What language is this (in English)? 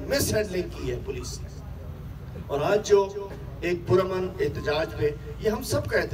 Urdu